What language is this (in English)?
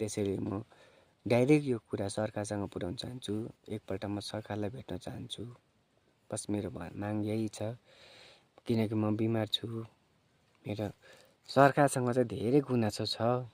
Nepali